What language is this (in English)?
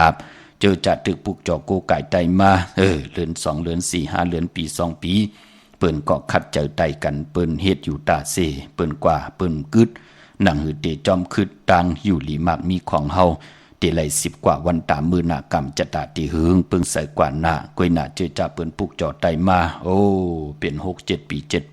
Shan